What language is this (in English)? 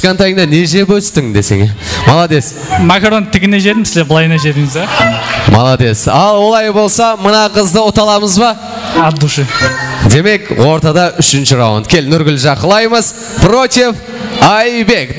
Kara-Kalpak